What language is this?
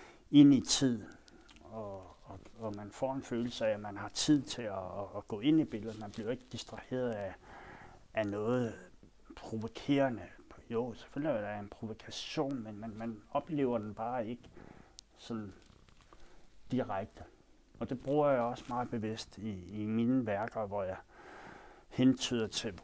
Danish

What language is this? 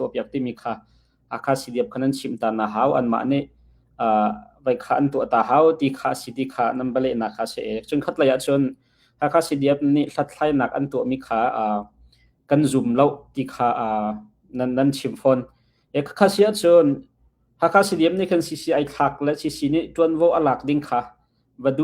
Hakha Chin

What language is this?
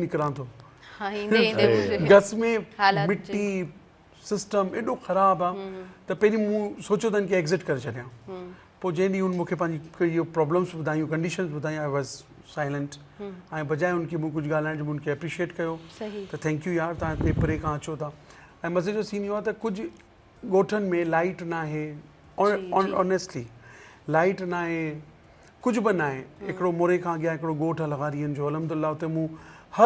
Sindhi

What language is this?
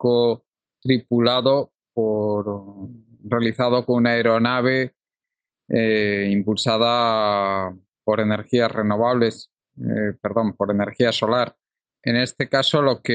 Spanish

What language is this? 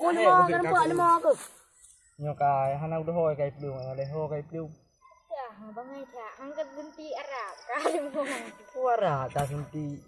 Achinese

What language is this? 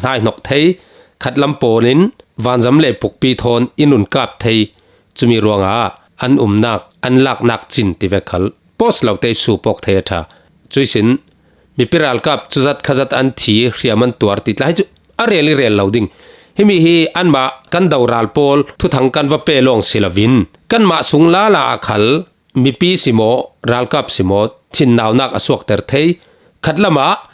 Falam Chin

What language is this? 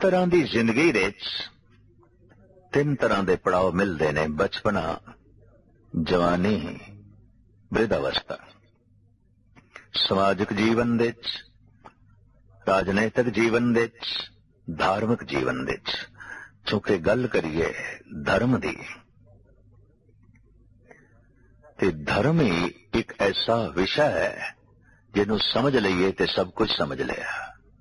Punjabi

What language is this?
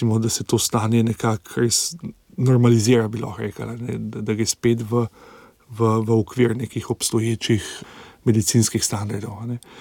Slovenian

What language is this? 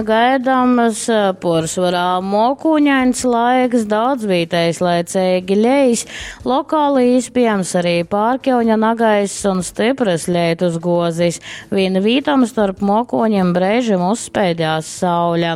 Latgalian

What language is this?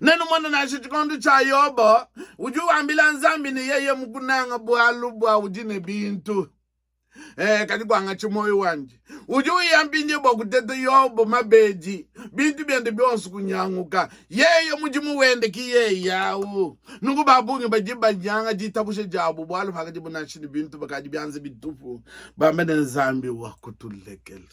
Luba-Lulua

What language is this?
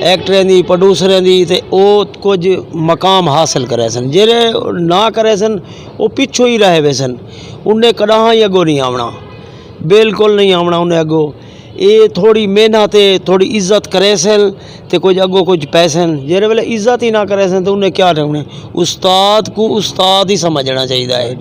Western Panjabi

